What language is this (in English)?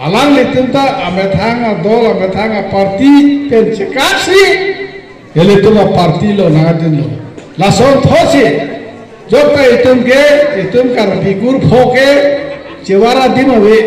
Karbi